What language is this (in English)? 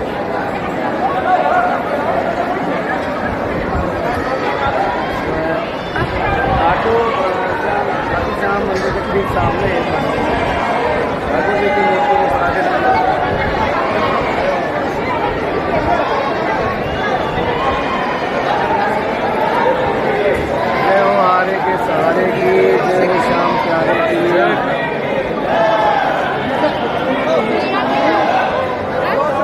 Hindi